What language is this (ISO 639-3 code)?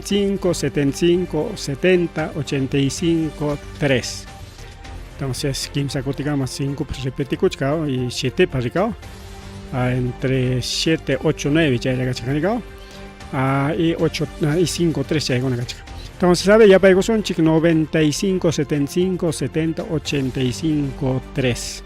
quy